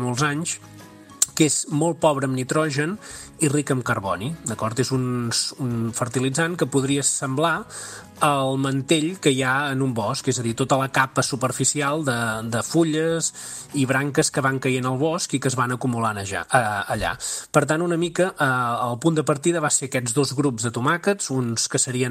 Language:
Catalan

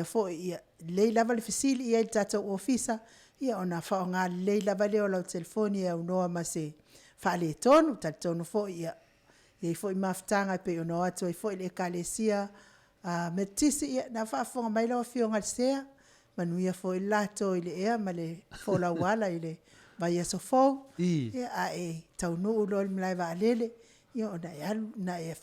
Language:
Samoan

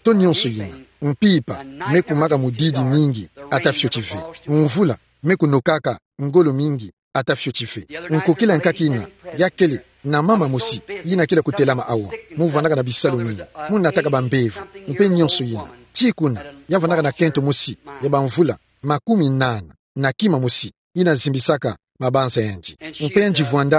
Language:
Kituba (Democratic Republic of Congo)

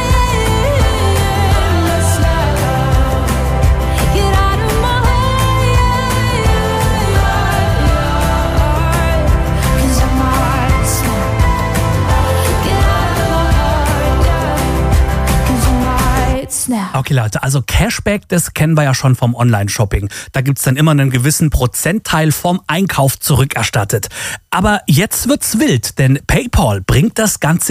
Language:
German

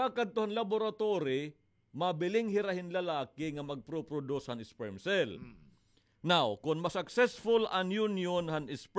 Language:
Waray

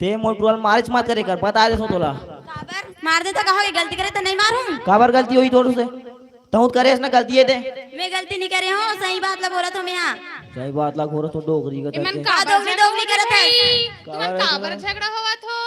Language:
Chhattisgarhi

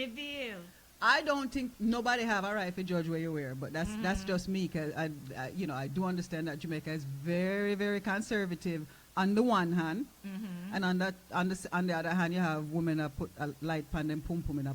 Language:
Jamaican Creole English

